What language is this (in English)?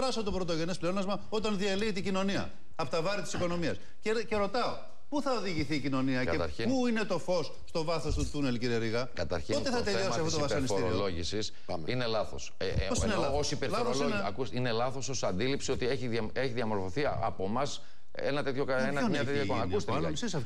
Greek